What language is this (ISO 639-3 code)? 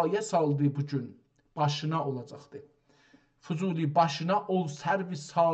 azb